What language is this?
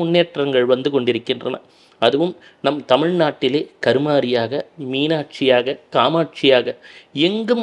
Tamil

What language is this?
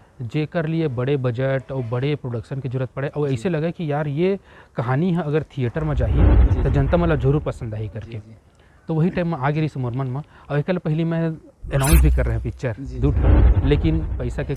Chhattisgarhi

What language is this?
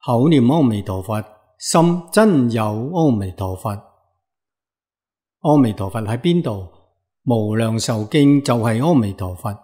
Cantonese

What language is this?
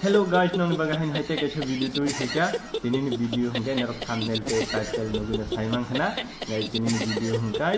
Kok Borok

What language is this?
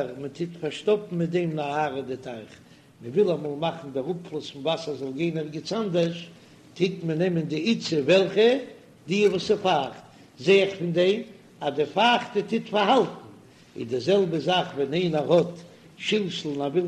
Yiddish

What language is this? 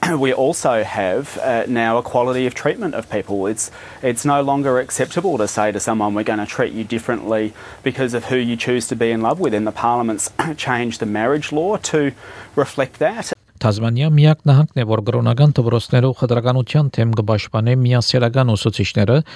Armenian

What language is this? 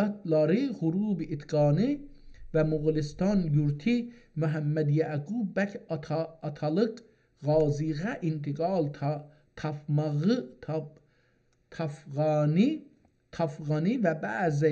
South Azerbaijani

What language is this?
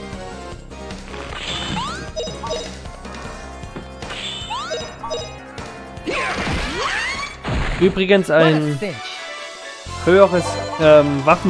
German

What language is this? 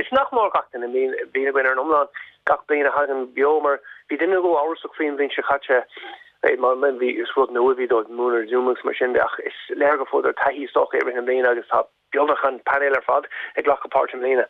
Irish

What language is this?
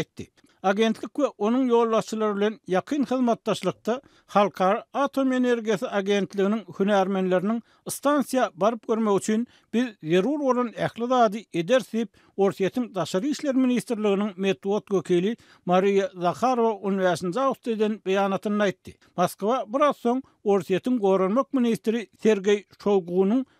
Turkmen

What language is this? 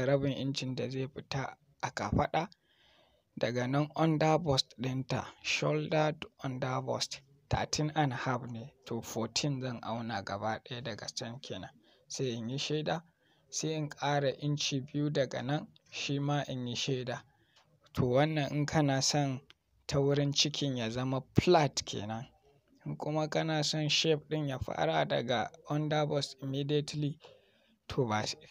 Hausa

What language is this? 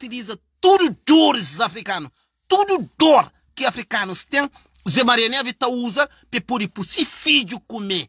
Kabuverdianu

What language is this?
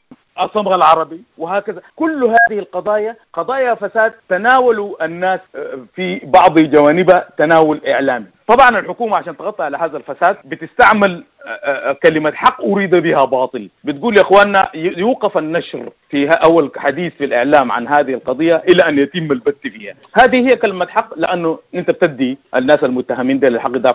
Sudanese Arabic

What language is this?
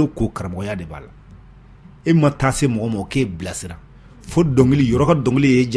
Bambara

